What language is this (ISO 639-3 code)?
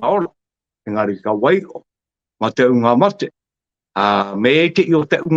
mri